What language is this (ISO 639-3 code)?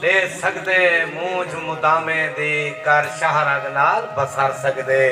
skr